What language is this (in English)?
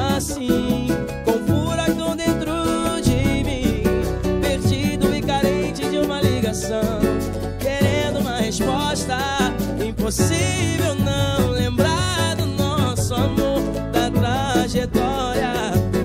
Portuguese